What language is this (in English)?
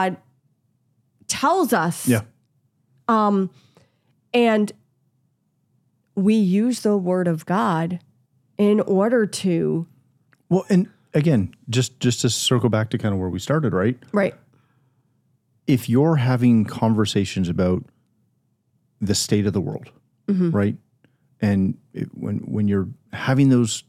English